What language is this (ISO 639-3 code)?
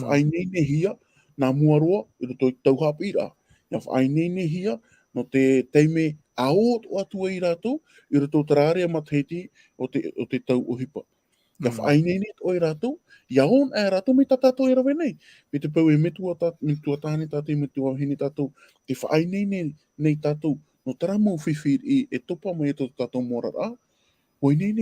tah